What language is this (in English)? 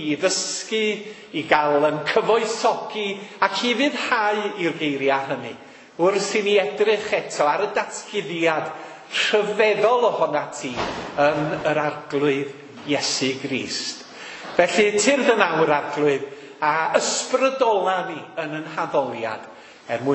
Welsh